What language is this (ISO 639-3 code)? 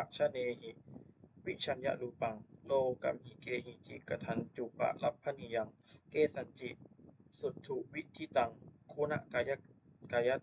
pli